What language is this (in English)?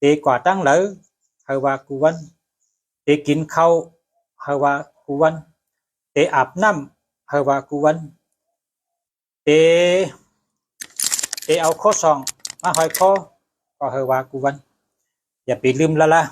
Shan